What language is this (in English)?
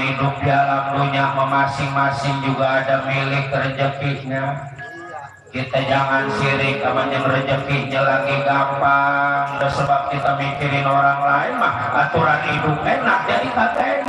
Betawi